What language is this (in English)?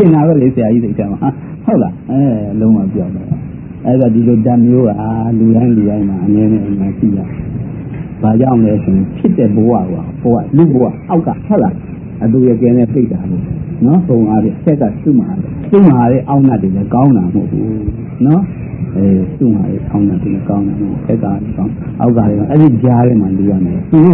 Burmese